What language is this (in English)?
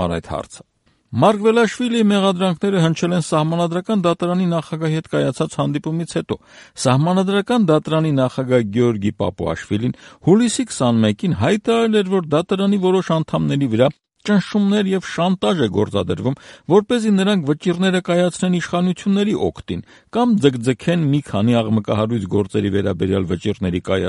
Armenian